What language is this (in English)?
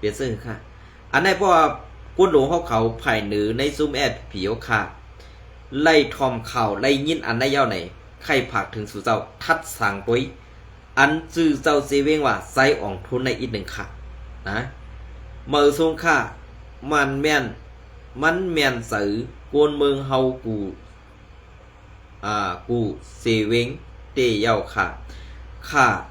Shan